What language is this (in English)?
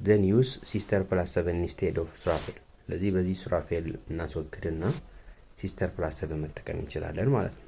Amharic